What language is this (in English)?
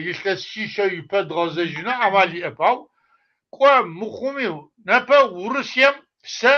Kabardian